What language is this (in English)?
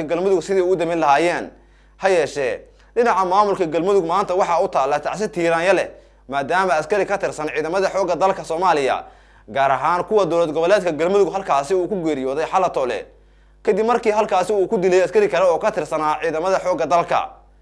Somali